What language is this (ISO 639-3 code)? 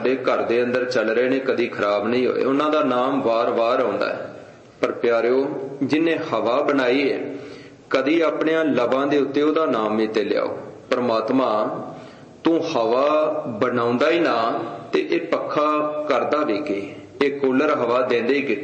pan